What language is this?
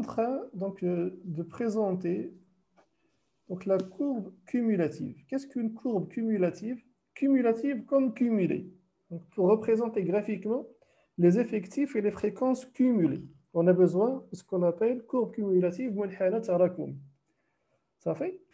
French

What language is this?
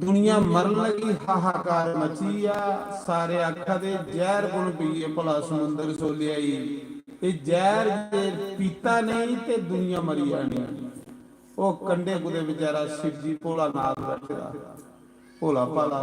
Dogri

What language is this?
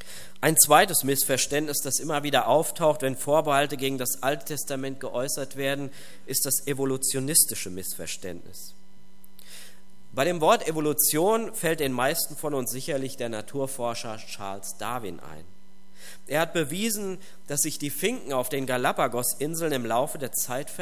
German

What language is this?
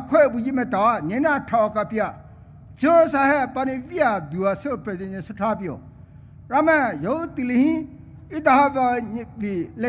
Poumei Naga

